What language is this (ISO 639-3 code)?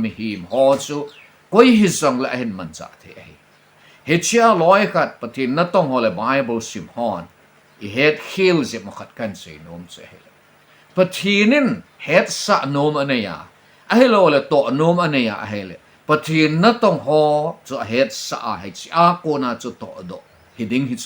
tcz